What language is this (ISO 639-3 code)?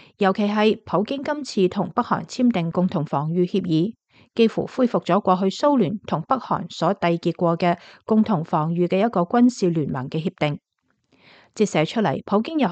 yue